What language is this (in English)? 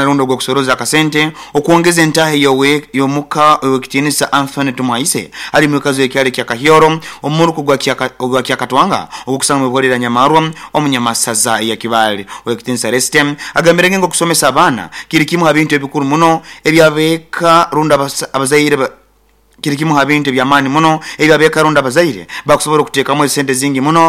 Nyoro